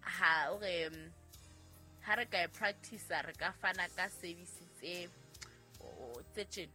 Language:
Southern Sotho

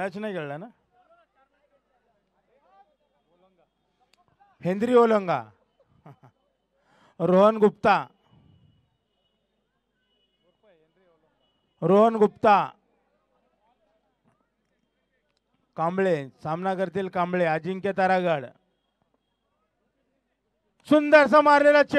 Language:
Marathi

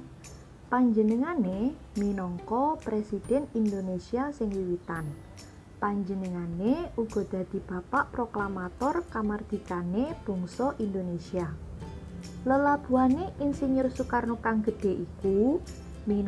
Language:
Javanese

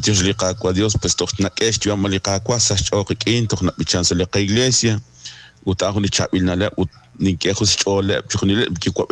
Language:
Kekchí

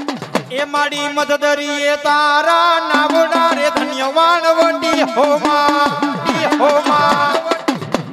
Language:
Gujarati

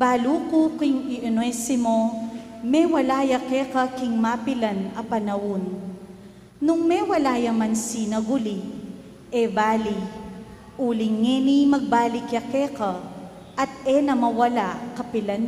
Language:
Pampanga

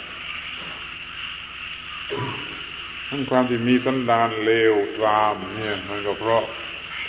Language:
Thai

